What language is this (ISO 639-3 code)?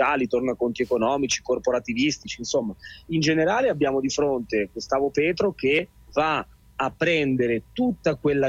ita